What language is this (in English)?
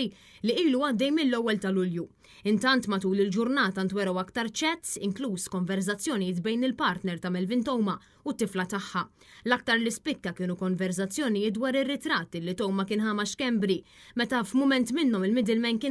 Maltese